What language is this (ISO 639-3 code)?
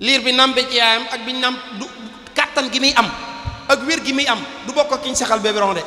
wol